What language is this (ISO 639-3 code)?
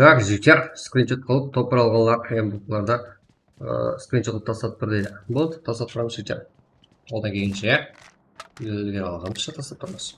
kaa